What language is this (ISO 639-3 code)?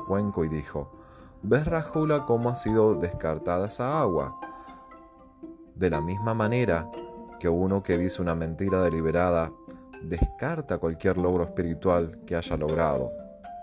spa